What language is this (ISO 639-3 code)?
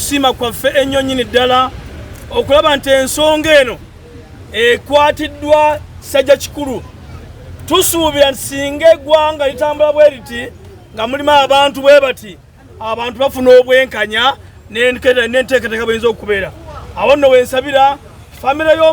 lug